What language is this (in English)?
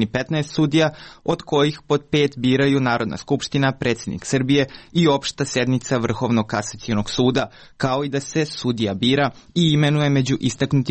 Serbian